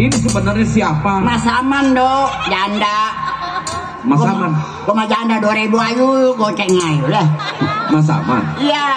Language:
Betawi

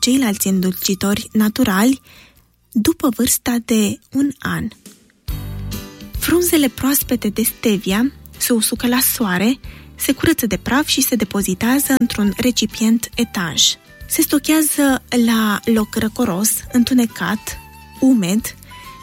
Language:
Romanian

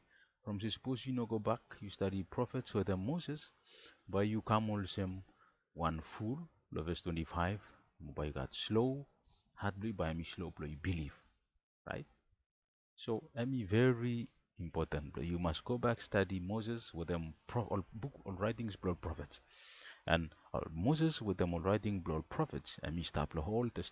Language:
Bislama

